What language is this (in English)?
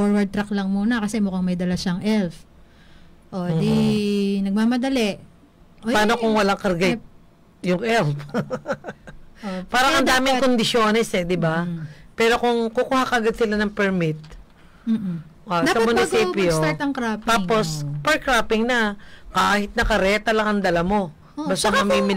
Filipino